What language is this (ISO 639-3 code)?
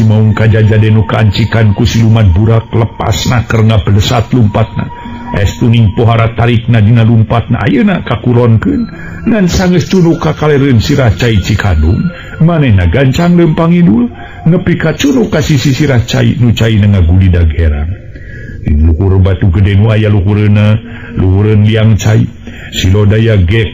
sun